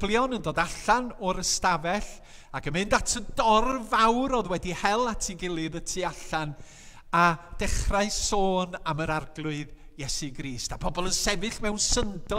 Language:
Welsh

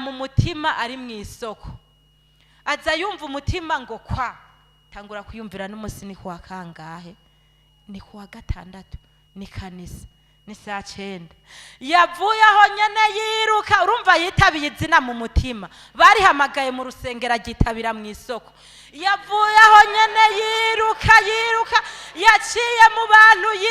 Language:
Rundi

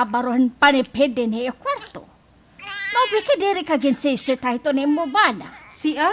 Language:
Waray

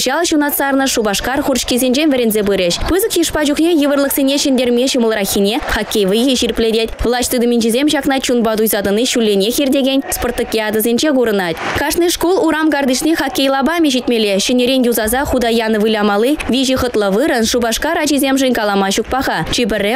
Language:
Chuvash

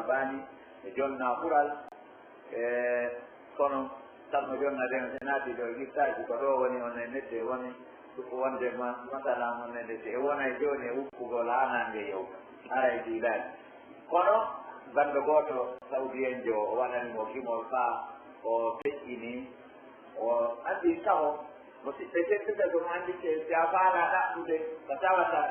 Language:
Pular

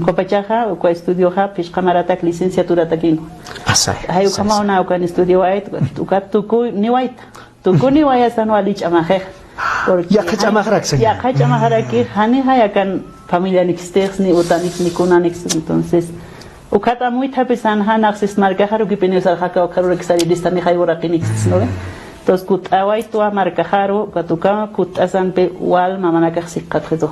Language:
Aymara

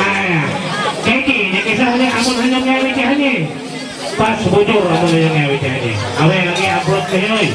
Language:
Ma'anyan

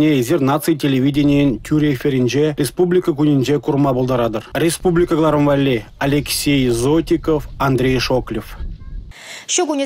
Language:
Chuvash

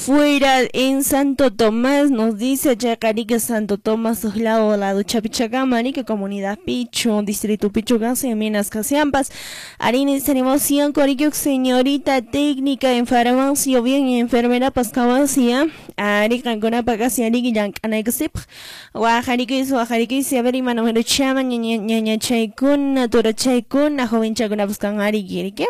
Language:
Quechua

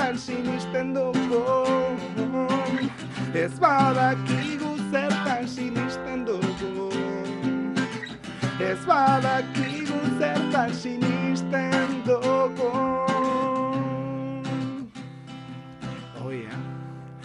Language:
Basque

